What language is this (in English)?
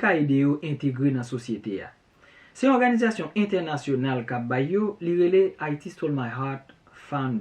Haitian Creole